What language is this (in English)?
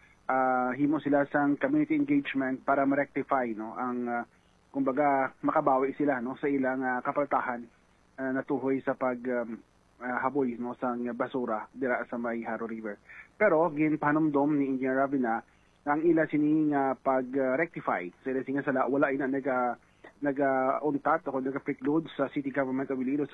Hiligaynon